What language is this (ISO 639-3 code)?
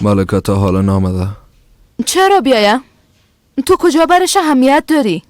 fas